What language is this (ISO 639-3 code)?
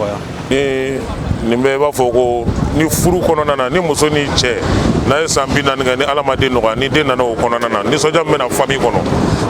bam